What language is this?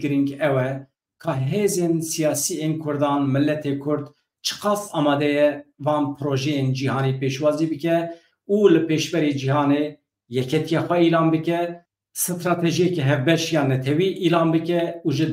Kurdish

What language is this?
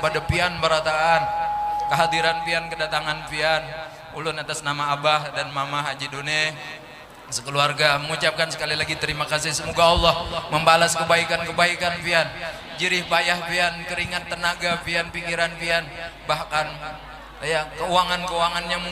Banjar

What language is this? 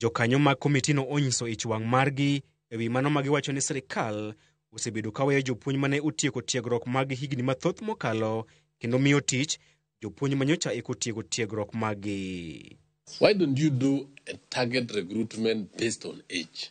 Luo (Kenya and Tanzania)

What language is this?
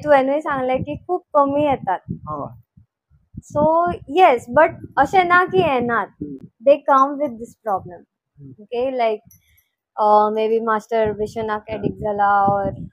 Konkani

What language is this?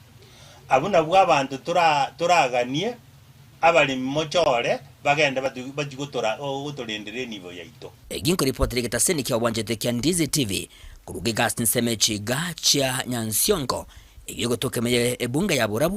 Gusii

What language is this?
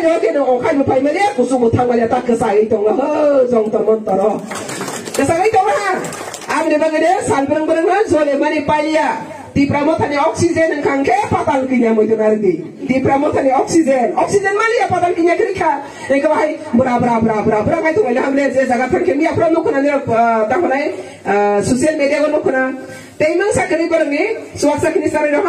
Riang (India)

